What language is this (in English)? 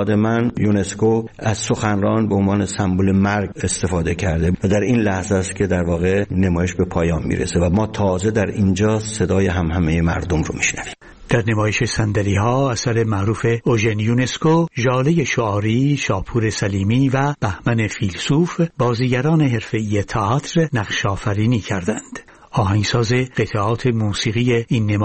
Persian